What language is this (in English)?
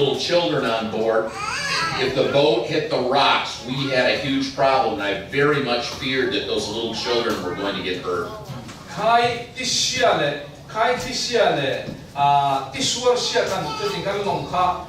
Falam Chin